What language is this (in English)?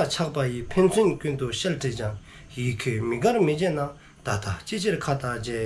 Dzongkha